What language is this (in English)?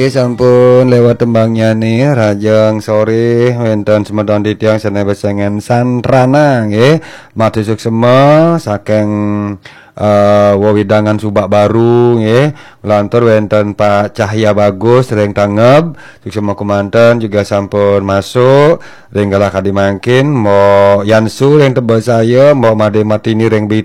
Balinese